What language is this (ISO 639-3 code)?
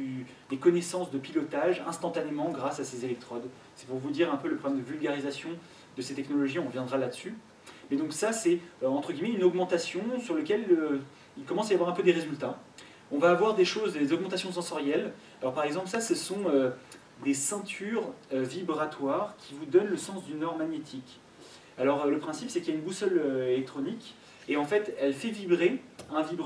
fra